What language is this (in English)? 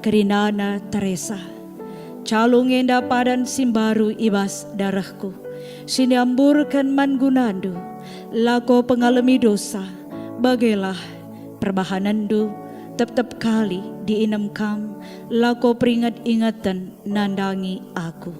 Batak Karo